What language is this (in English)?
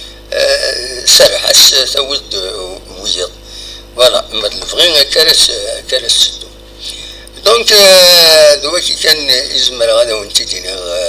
Kabyle